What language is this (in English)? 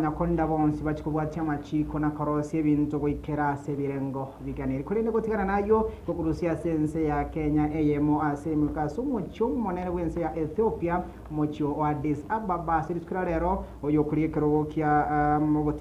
Gusii